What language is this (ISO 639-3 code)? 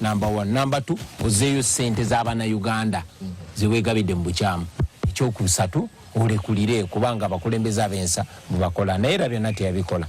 lug